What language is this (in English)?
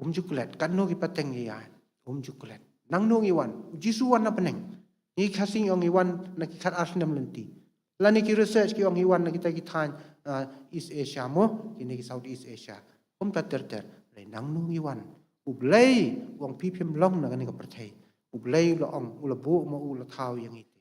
Khasi